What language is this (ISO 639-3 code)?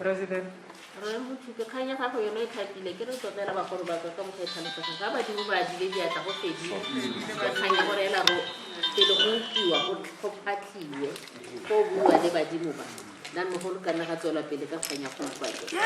tsn